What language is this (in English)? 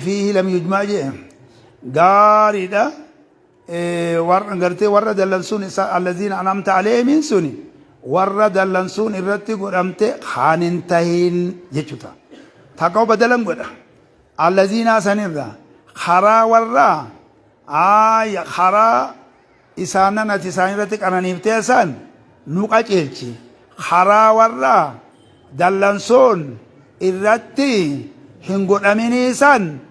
Oromo